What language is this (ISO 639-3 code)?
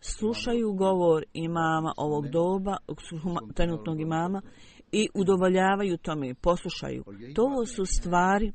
bos